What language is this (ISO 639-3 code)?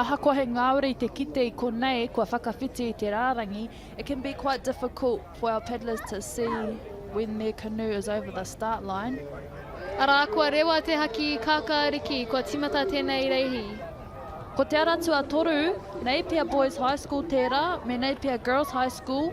mri